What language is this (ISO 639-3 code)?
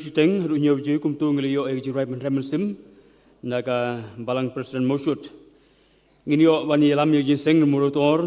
kha